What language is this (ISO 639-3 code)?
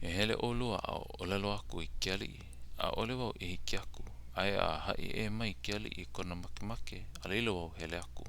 haw